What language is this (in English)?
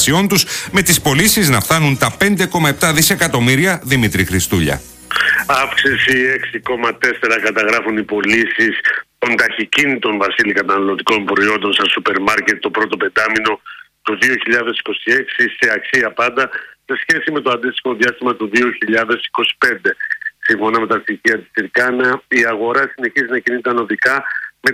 Greek